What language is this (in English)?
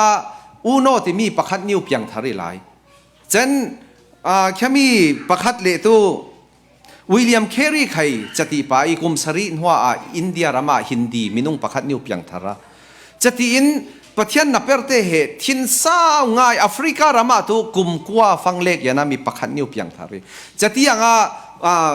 Falam Chin